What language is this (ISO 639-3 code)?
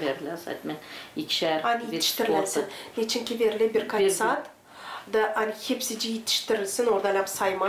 gag